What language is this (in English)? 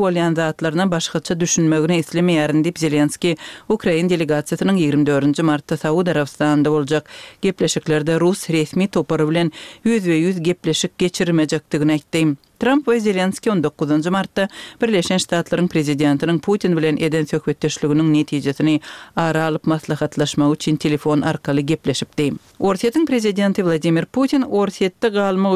Turkmen